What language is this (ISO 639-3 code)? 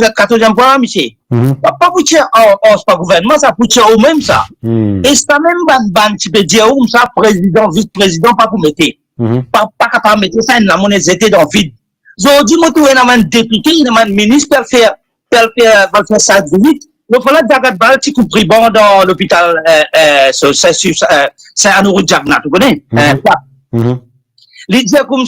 mfe